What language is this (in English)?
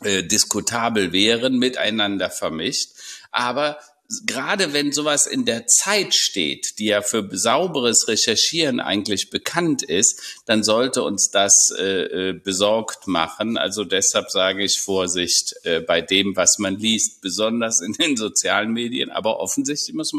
German